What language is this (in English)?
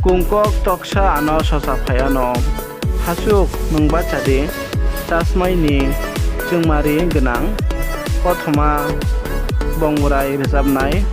Kok Borok